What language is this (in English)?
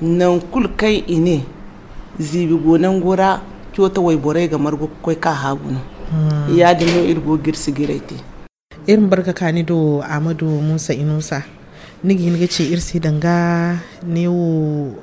Zarma